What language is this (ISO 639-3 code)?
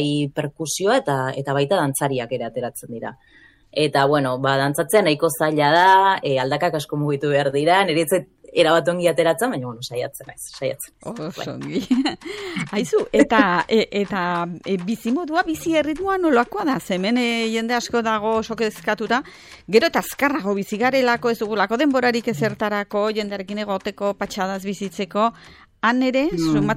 eus